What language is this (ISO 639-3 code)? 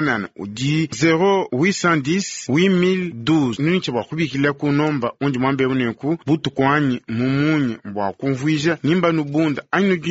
lua